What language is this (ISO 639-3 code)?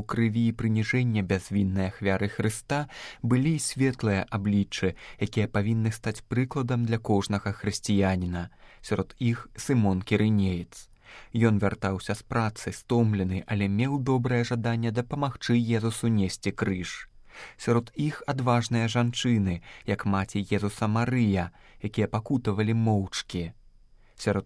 bel